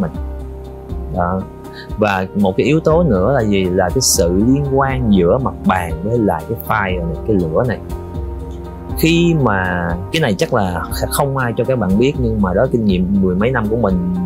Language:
Vietnamese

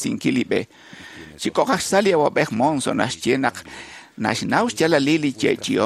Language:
Kekchí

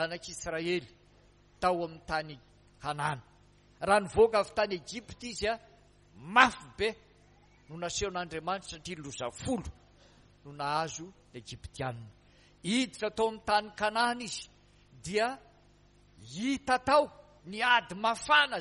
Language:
Malagasy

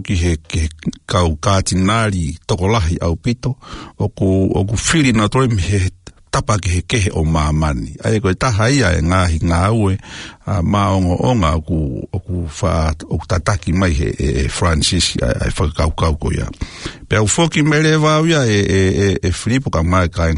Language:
Tongan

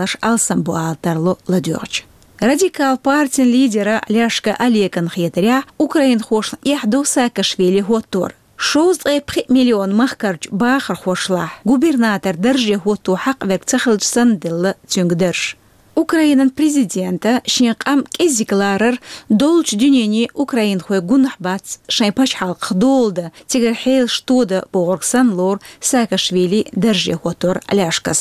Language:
Chechen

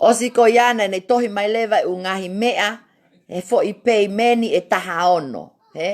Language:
Tongan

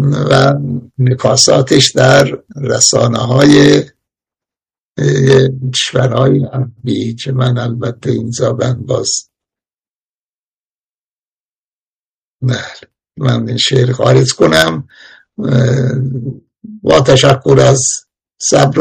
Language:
Persian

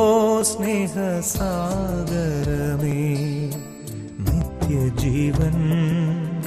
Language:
Malayalam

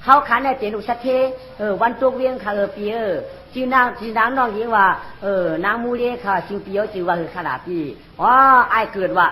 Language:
Shan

